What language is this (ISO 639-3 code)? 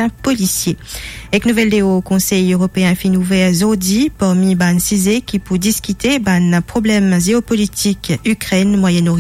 mfe